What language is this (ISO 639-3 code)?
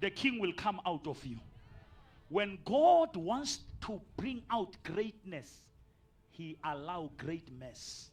sot